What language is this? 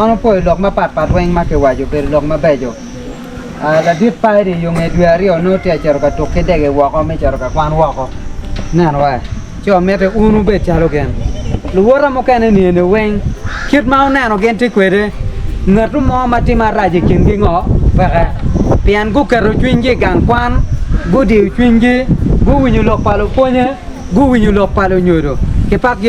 Acoli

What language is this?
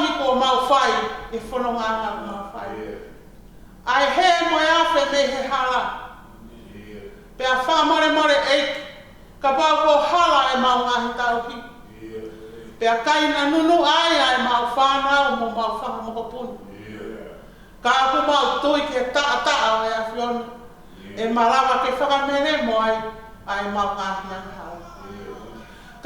Tongan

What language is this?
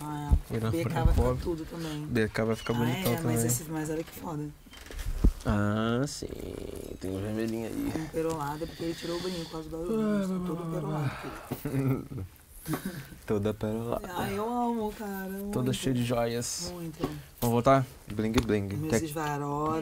Portuguese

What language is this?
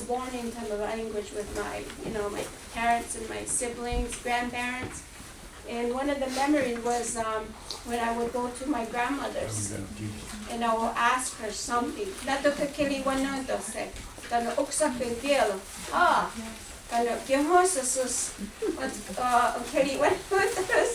Mohawk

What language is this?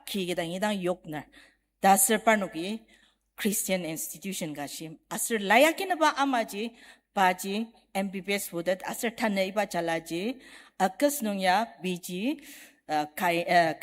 Ao Naga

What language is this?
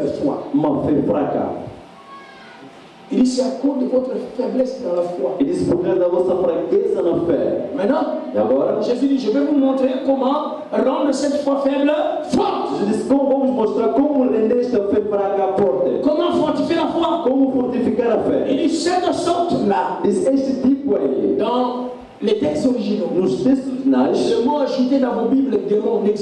French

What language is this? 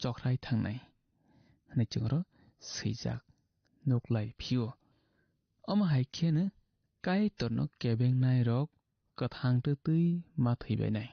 Kok Borok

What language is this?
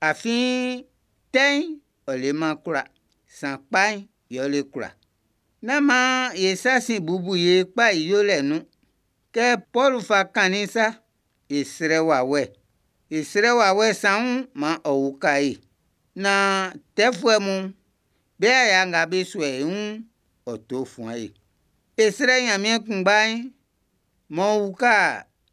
Baoulé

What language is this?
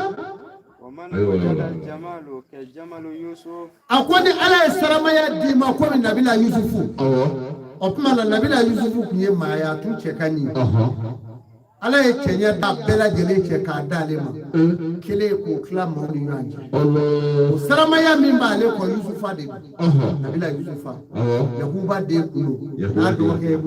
Bambara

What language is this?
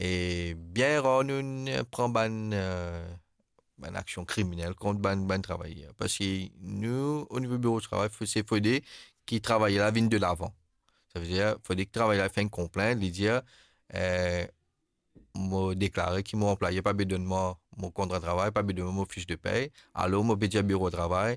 Morisyen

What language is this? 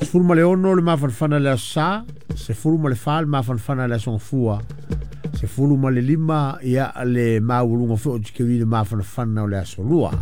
Samoan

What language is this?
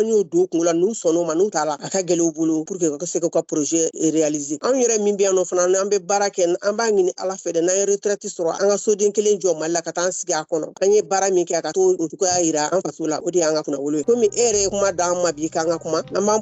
Bambara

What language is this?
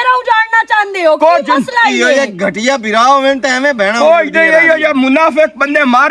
Western Panjabi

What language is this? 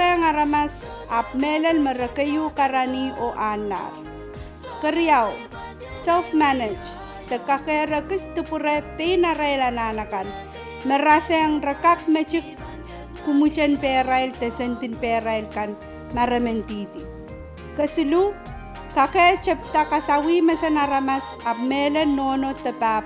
Pohnpeian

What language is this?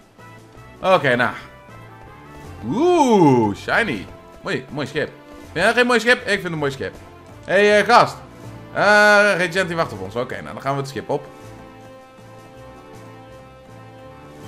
Dutch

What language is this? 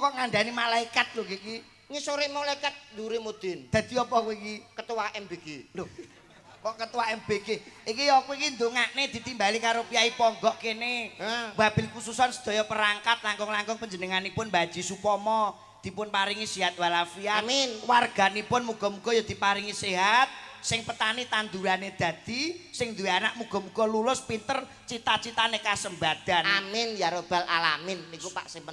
Javanese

